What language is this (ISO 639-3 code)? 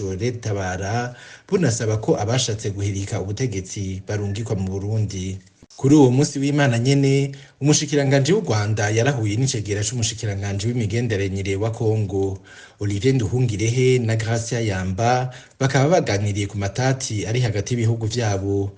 run